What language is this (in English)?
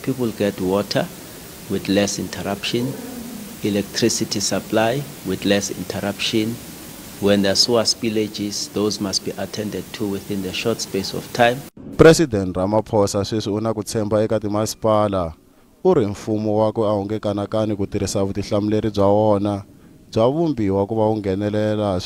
Tsonga